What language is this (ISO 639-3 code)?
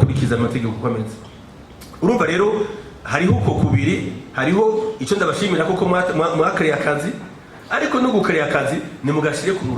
run